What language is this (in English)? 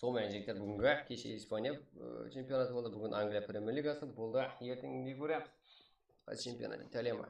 Kara-Kalpak